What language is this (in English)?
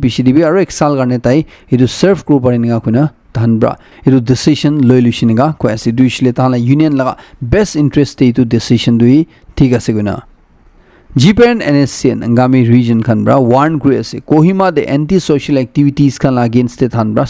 Naga Pidgin